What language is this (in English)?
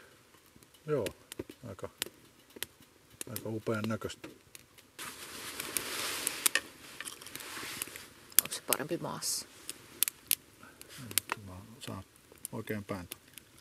Finnish